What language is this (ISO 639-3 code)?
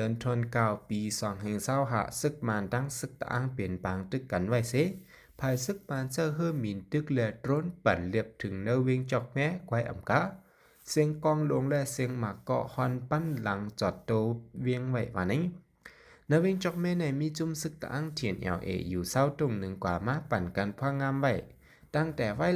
shn